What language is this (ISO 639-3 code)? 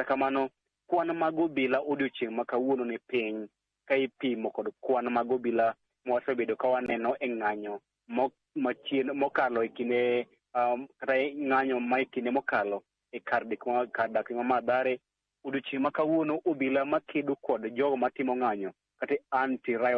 luo